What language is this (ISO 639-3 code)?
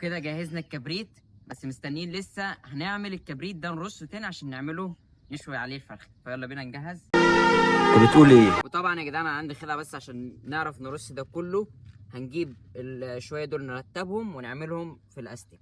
arz